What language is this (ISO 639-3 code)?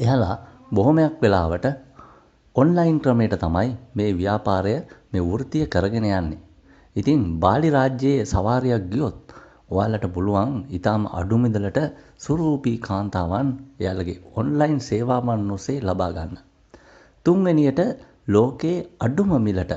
sin